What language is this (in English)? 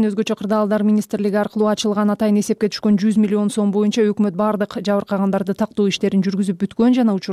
Kyrgyz